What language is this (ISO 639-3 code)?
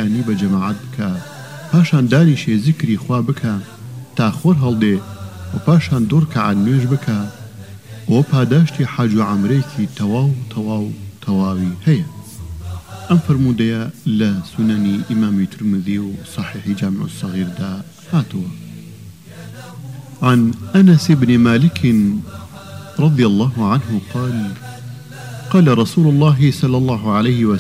ckb